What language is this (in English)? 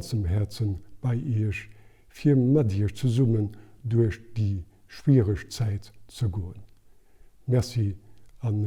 Luxembourgish